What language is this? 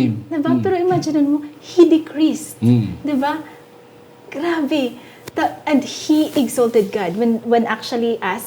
Hiligaynon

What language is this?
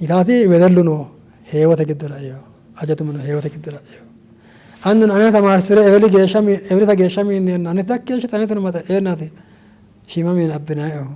Sidamo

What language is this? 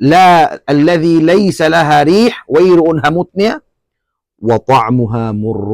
Tausug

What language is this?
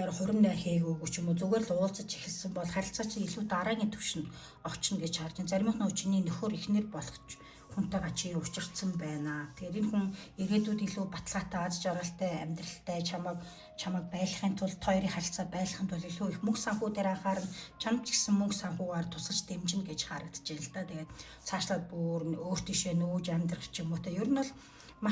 Mongolian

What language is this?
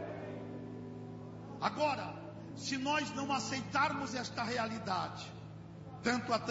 Portuguese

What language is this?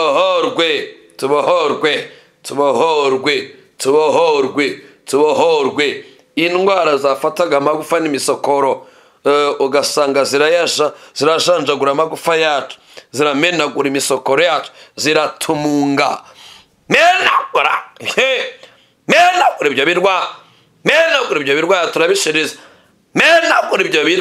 Kinyarwanda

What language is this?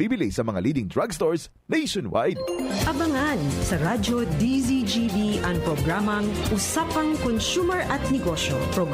Bikol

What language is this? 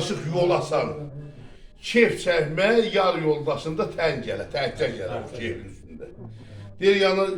South Azerbaijani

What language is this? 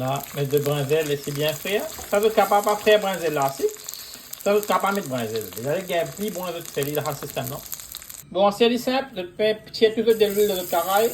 Morisyen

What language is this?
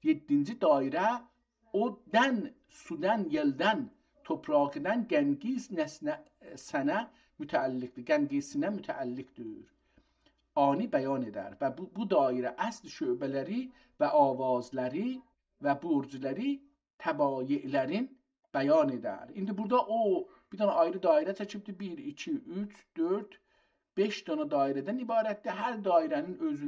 South Azerbaijani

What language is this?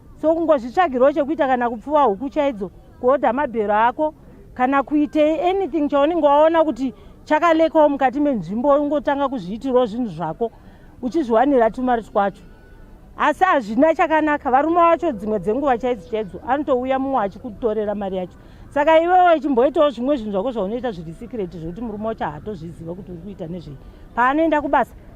Shona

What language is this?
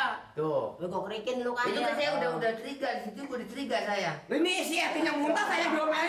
Betawi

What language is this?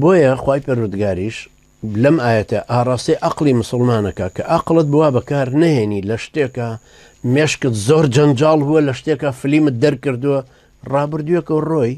Central Kurdish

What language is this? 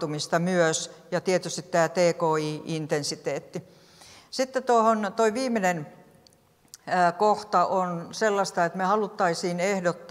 Finnish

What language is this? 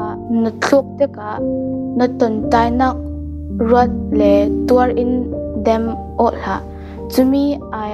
Falam Chin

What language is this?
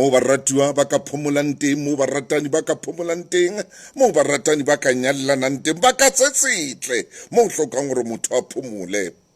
Southern Sotho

